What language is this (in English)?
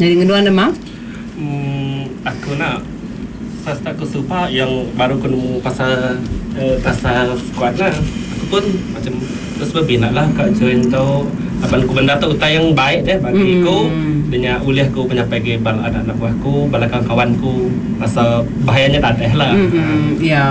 Iban